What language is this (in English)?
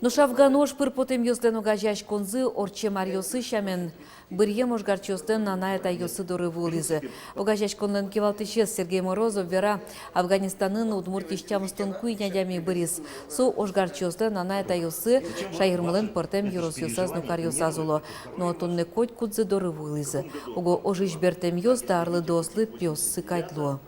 Udmurt